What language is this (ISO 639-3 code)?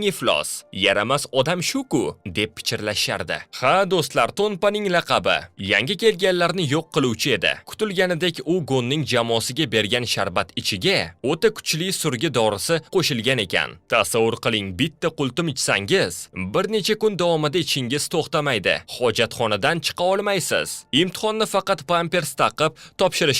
uzb